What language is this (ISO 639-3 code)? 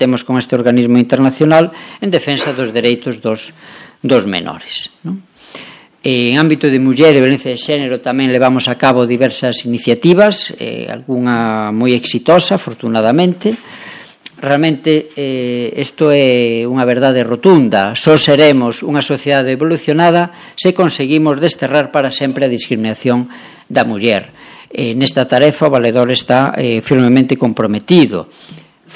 glg